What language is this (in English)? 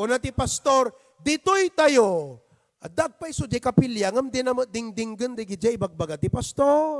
Iloko